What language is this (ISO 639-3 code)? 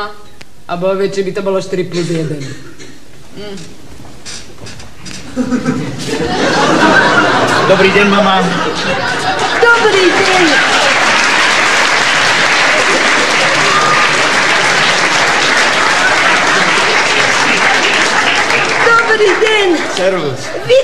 slk